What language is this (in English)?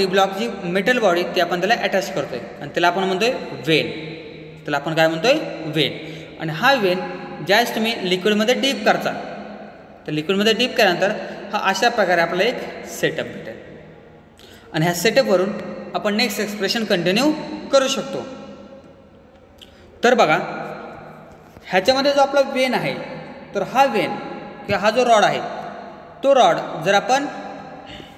Marathi